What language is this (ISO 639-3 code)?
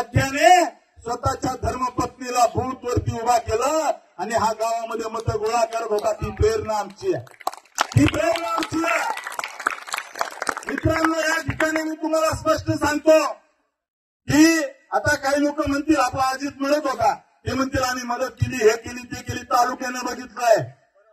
mar